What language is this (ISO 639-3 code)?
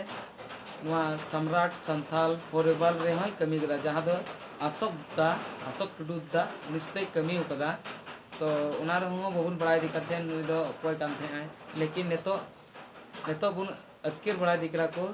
sat